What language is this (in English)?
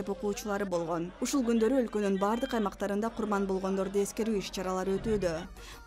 Kyrgyz